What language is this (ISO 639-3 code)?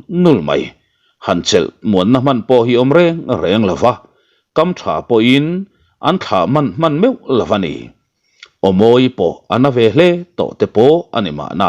lus